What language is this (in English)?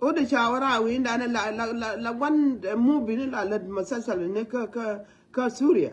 Nuer